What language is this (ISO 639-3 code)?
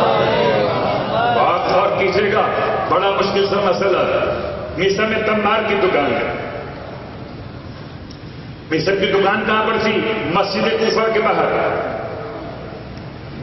urd